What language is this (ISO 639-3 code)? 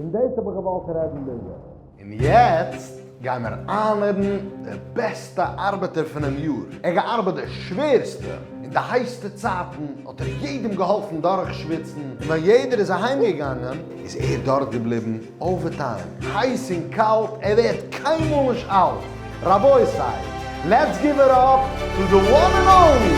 yid